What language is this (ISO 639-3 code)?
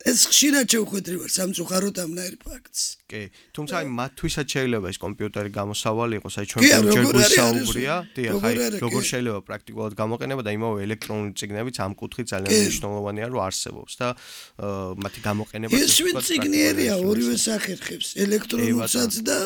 kat